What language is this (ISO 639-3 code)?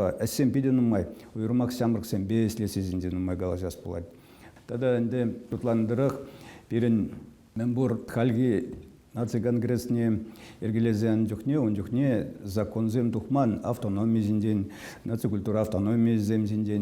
chv